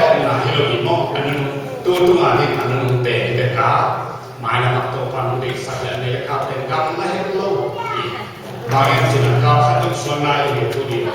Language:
Tedim Chin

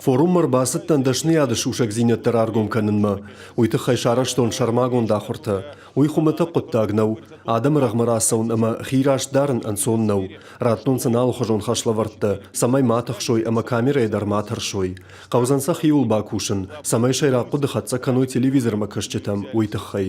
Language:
Ossetic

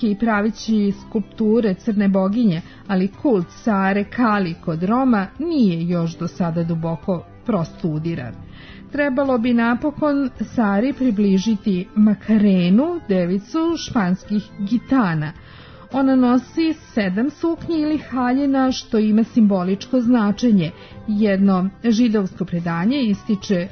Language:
Serbian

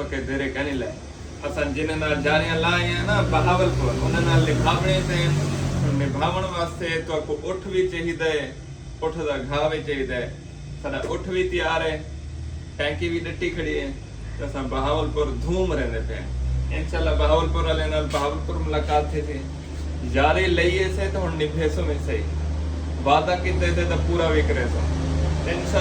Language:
Saraiki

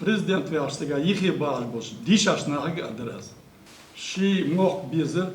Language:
Ingush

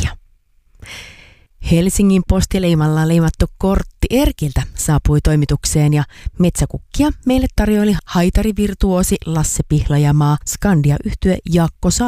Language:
Finnish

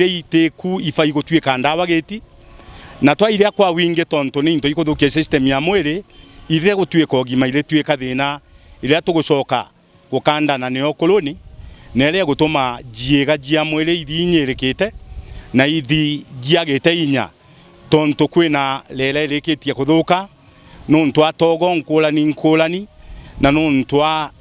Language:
Meru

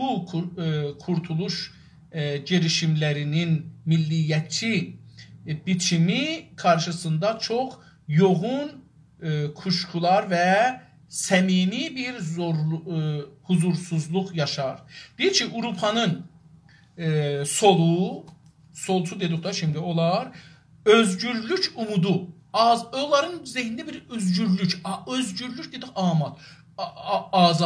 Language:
South Azerbaijani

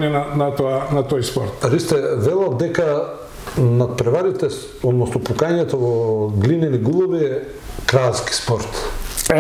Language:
Macedonian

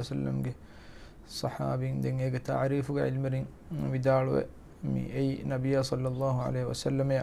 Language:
Divehi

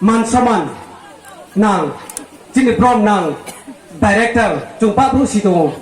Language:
Riang (India)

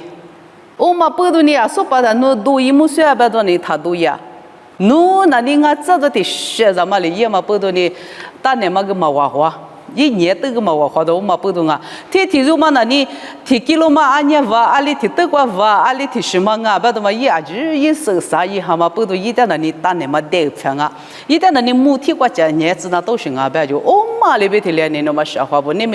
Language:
Lisu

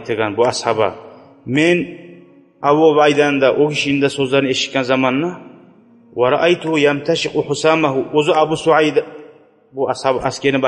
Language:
Kumyk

